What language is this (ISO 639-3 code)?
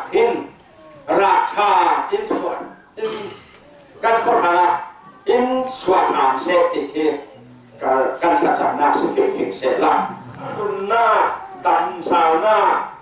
cfm